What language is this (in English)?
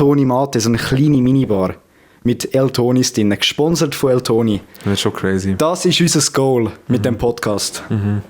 Swiss German